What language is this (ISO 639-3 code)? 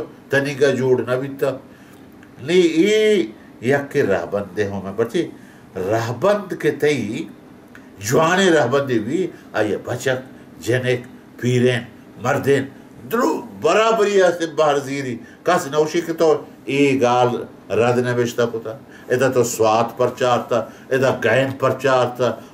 bal